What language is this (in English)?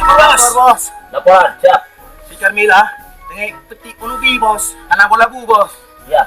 Achinese